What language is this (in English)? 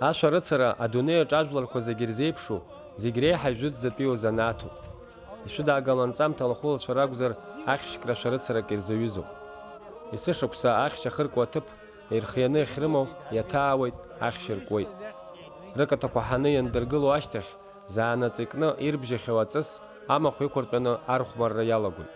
Abkhazian